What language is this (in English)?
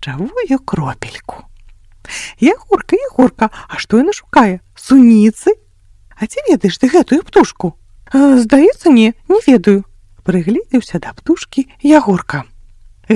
Belarusian